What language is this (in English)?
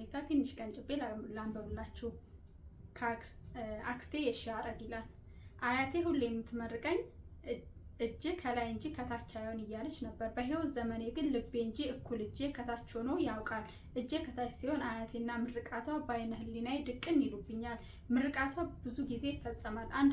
Amharic